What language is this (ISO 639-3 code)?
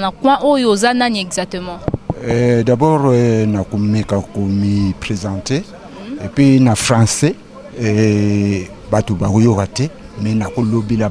lin